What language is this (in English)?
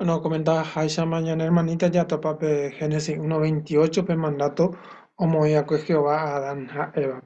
Guarani